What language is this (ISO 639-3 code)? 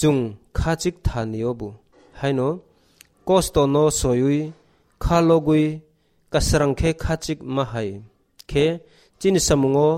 trp